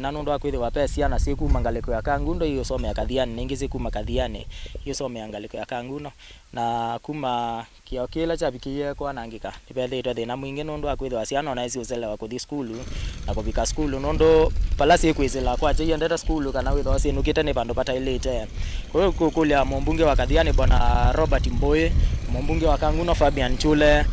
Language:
Kamba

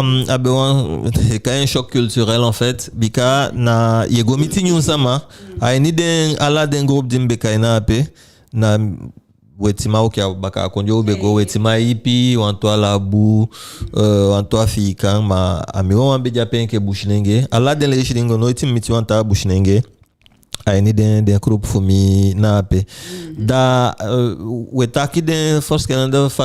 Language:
Eastern Maroon Creole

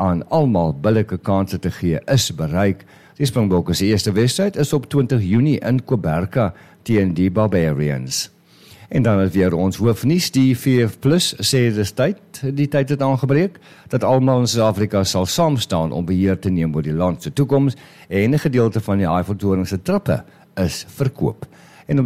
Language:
Afrikaans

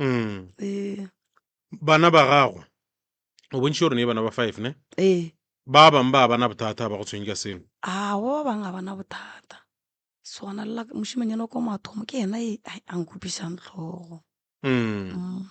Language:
Northern Sotho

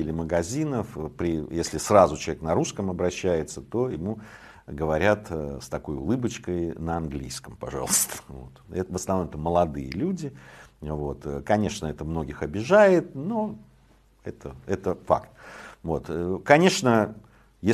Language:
Russian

